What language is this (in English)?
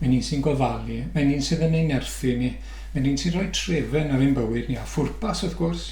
Welsh